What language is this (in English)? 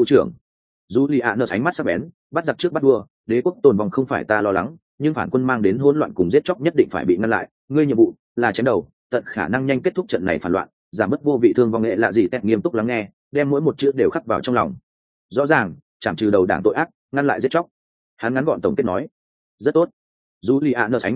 Vietnamese